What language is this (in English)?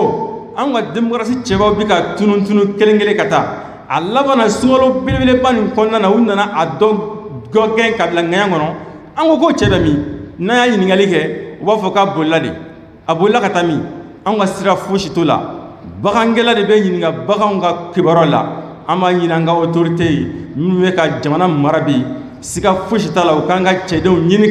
Bambara